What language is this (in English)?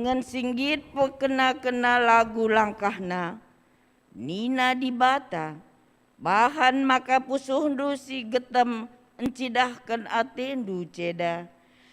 Batak Karo